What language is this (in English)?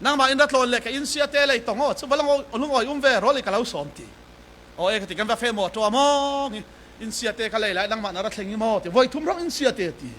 Falam Chin